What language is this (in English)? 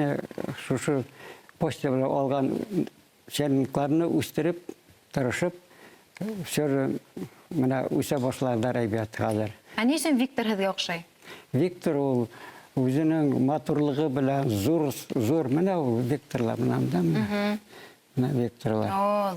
Bashkir